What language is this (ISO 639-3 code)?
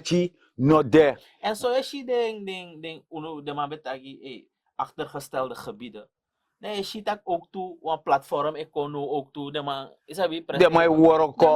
srn